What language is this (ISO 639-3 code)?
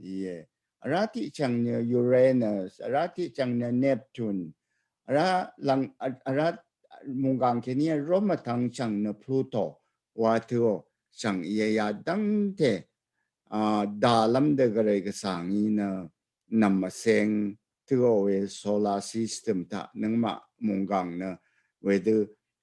raw